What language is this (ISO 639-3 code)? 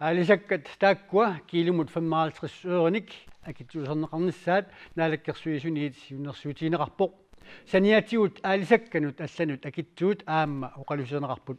kal